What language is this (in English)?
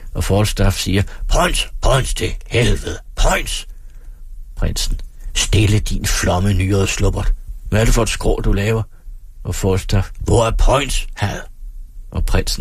Danish